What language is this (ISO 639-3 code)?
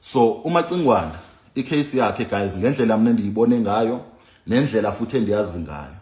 zul